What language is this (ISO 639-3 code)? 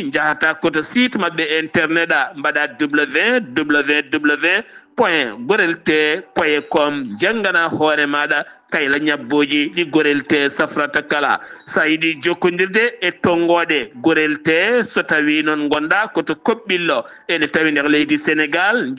ful